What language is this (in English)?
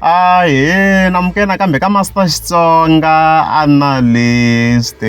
Tsonga